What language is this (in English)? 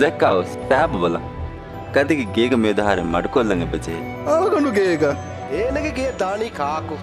Divehi